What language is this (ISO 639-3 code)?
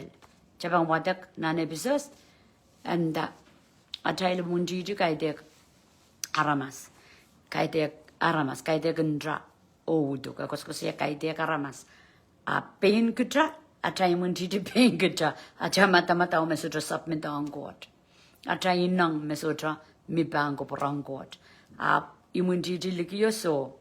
pon